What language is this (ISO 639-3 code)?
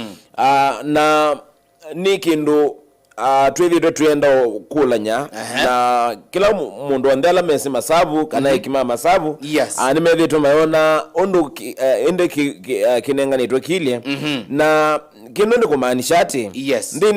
kam